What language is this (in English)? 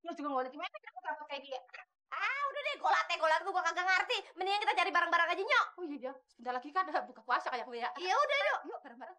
Betawi